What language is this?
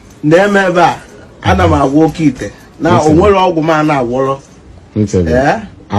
Igbo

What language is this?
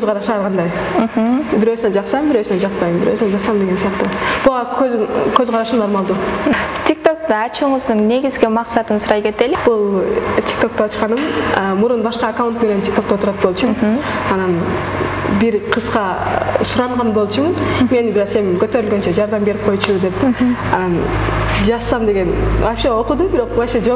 Kyrgyz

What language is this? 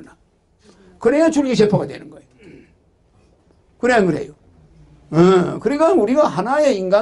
Korean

